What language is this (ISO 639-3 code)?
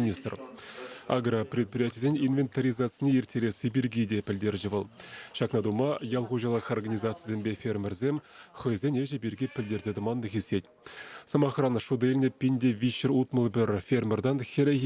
chv